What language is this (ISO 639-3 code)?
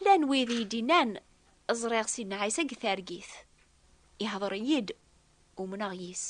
kab